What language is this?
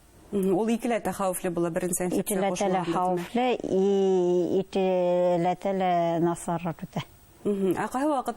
Bashkir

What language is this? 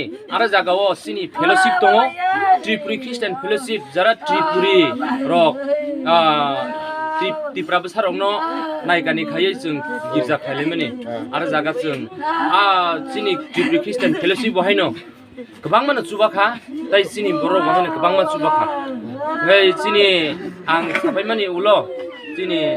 Kok Borok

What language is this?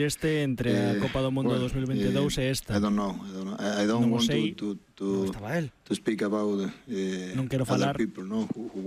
Galician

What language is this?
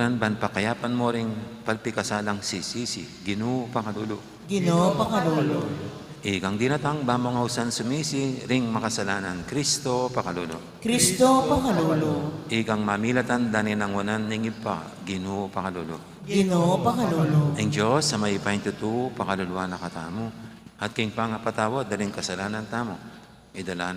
Pampanga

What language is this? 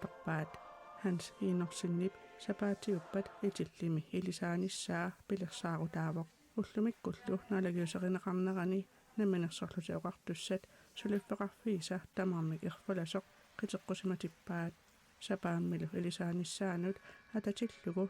Kalaallisut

